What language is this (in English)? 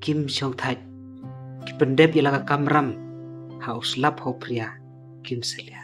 Khasi